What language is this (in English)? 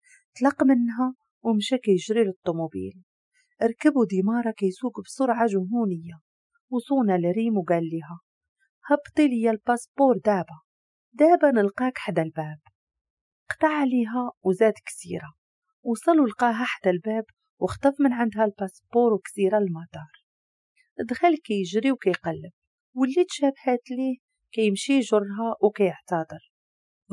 Moroccan Arabic